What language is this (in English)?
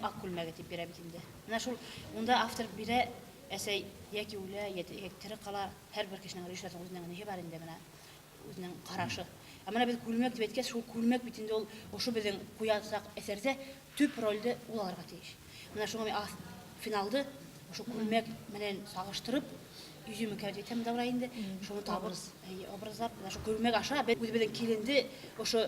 Bashkir